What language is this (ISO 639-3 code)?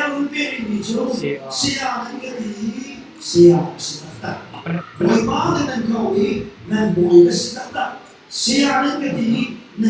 cnh